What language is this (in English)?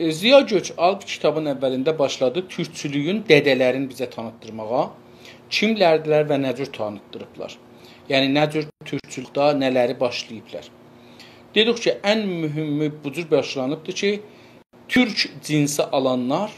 South Azerbaijani